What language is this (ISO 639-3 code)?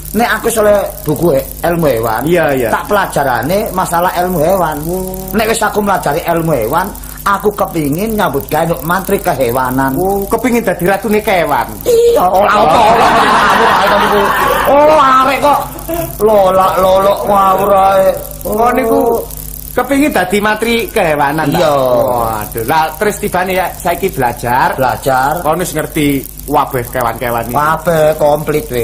jav